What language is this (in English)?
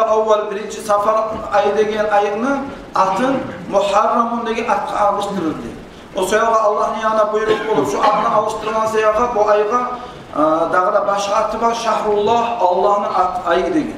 Kumyk